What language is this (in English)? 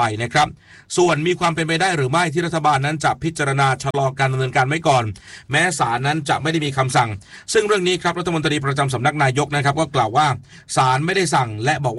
Thai